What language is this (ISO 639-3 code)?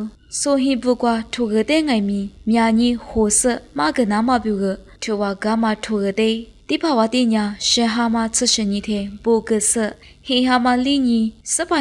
lis